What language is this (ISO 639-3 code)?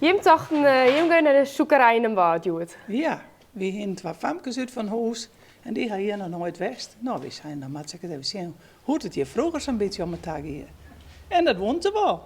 fry